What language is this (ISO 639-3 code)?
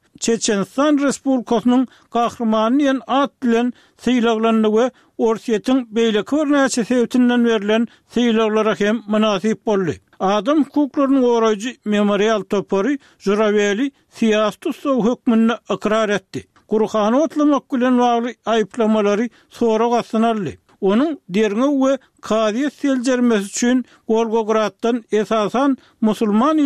tuk